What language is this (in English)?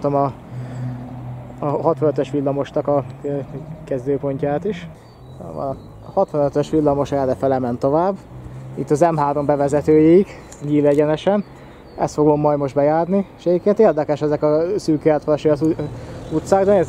Hungarian